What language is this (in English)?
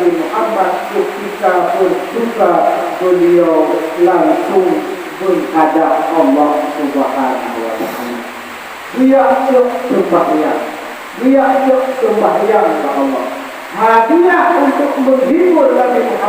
Achinese